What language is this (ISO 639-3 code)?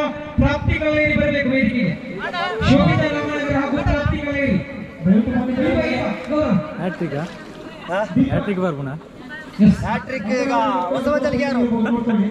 kan